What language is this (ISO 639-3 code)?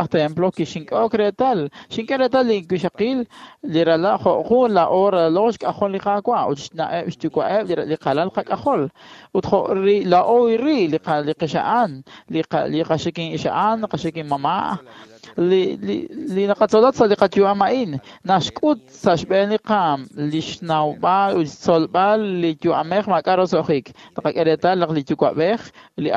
kek